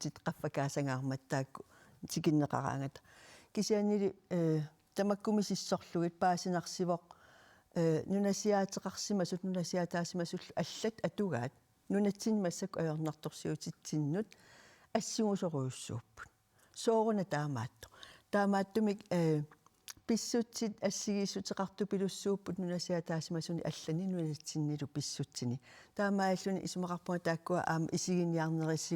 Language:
Kalaallisut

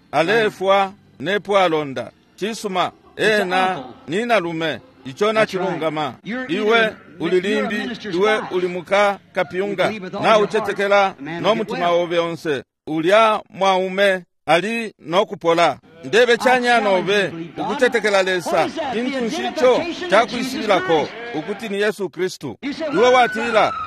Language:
Bemba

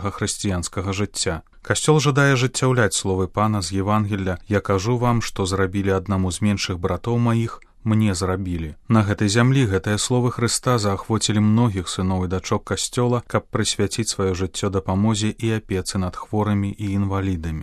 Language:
Belarusian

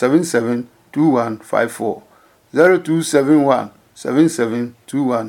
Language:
Adangme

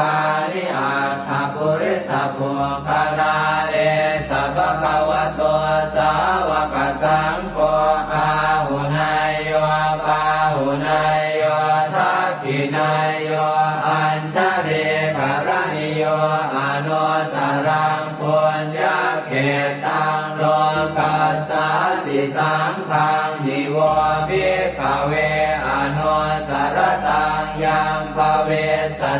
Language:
Pali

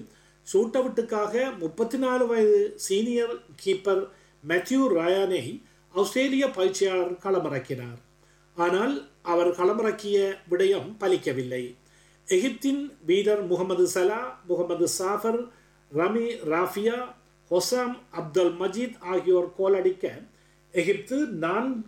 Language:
Tamil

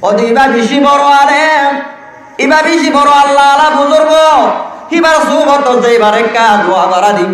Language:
Rohingya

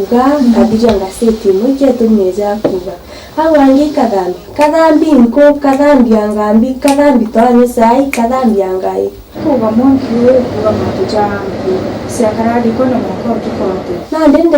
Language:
Meru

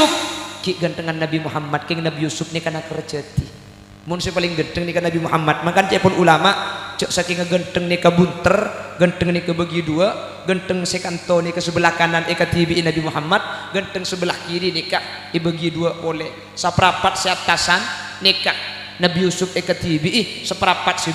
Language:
Madurese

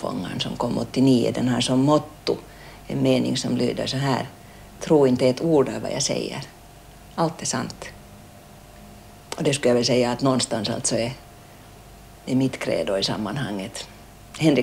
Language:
Swedish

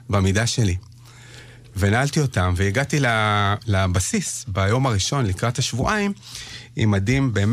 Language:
Hebrew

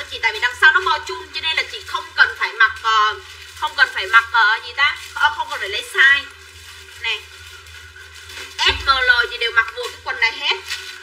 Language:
Vietnamese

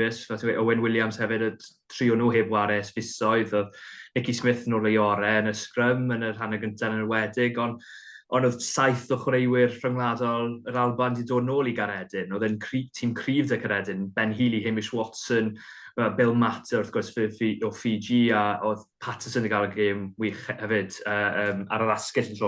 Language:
Welsh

